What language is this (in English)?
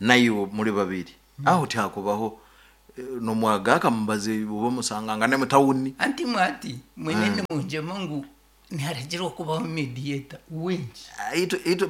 Nyankole